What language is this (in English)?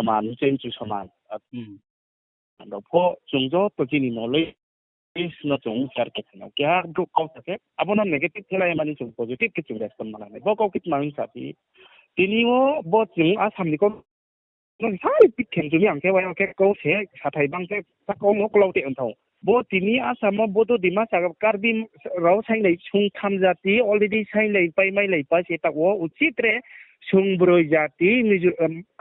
Riang (India)